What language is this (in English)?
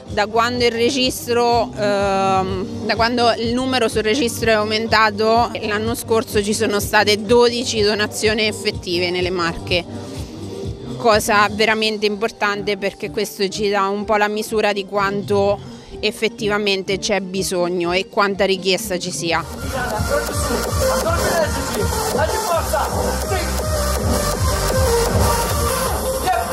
Italian